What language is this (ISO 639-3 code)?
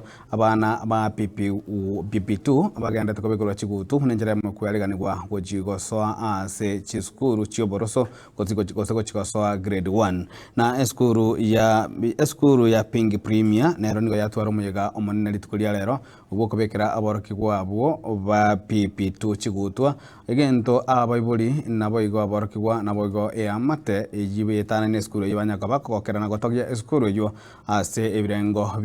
guz